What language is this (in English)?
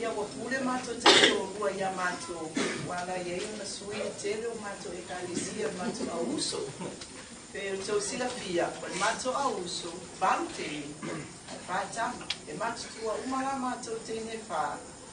Samoan